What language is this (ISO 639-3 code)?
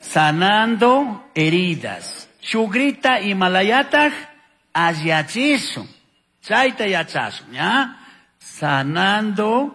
qug